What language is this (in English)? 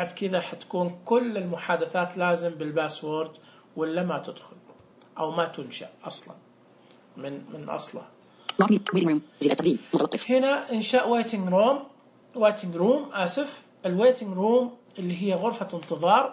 Najdi Arabic